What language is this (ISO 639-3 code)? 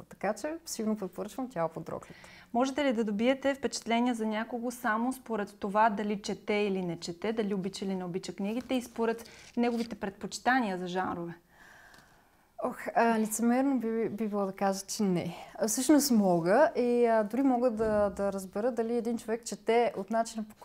bul